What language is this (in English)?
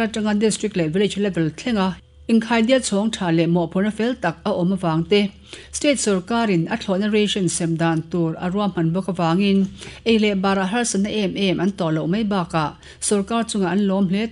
Mizo